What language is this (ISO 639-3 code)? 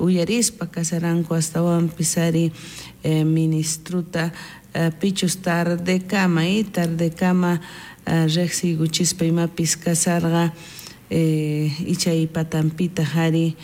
quh